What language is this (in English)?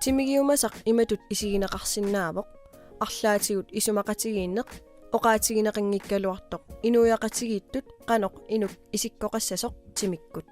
Kalaallisut